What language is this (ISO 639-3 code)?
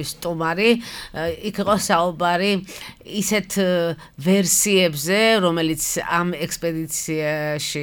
kat